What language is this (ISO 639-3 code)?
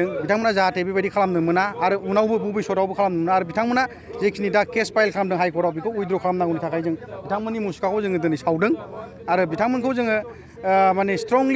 brx